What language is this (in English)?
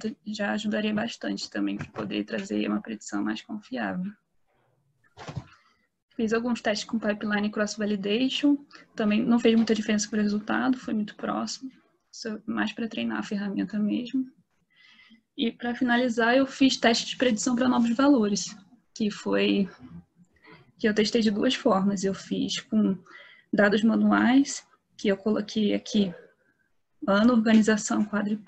Portuguese